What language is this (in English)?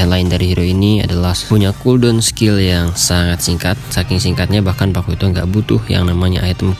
Indonesian